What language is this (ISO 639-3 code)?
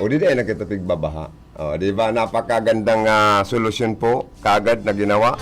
bik